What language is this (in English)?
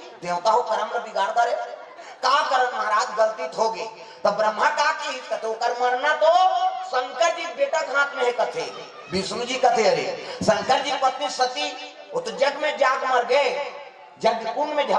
Chhattisgarhi